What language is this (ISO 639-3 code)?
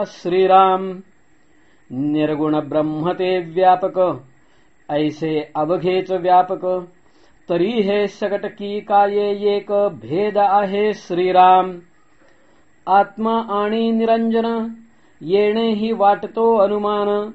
mar